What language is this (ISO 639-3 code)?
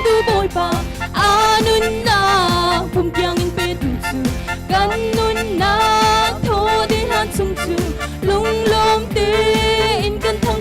cnh